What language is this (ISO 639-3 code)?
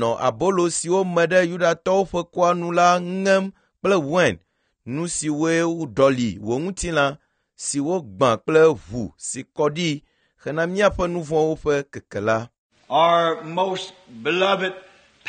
ewe